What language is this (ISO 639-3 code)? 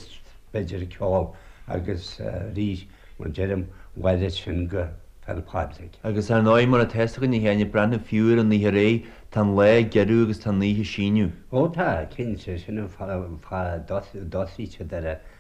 gle